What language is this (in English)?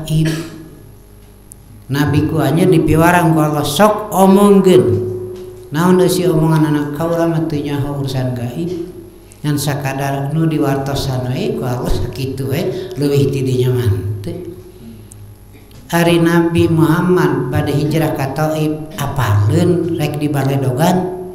Sundanese